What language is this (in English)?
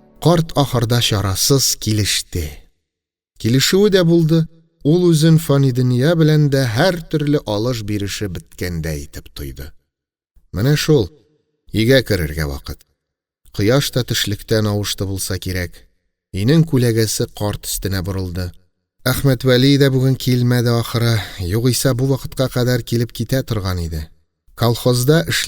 Tatar